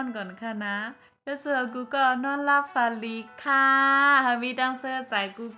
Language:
Shan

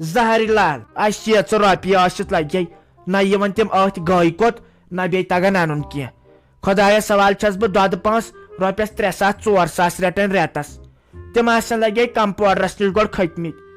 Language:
Kashmiri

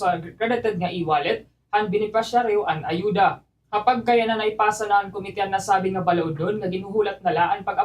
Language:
Waray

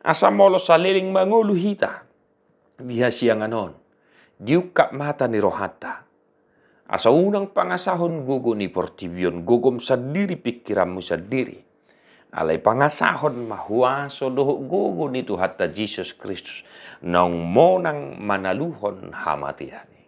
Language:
Batak Toba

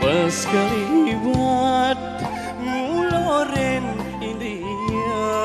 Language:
Balinese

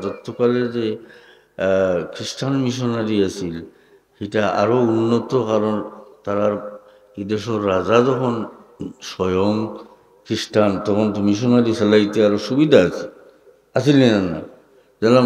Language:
Sylheti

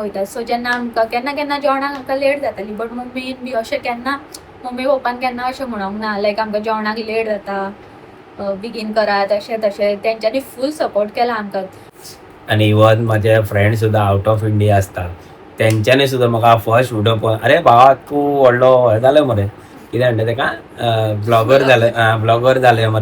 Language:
Konkani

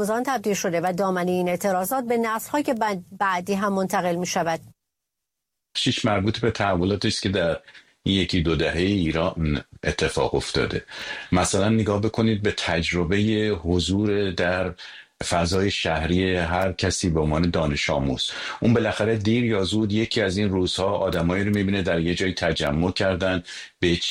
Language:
Persian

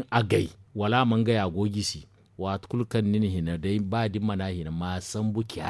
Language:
Zarma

